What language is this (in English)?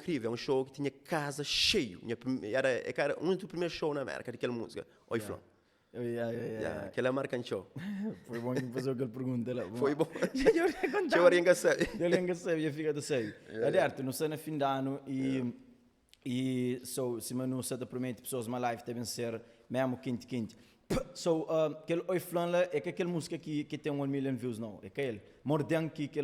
Kabuverdianu